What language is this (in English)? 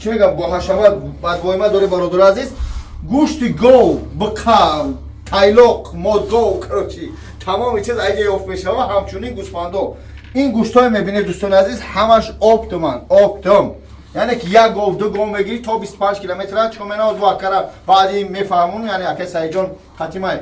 Tajik